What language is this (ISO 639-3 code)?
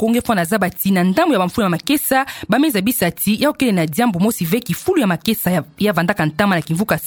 ktu